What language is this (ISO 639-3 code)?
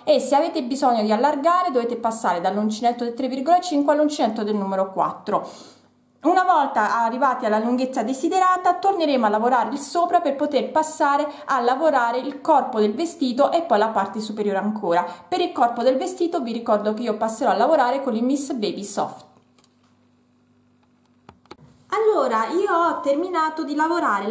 ita